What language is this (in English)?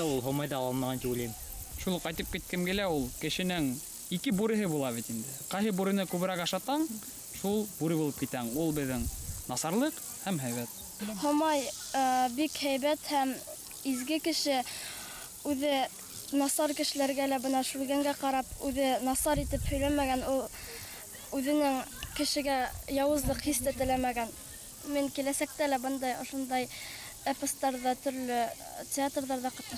Bashkir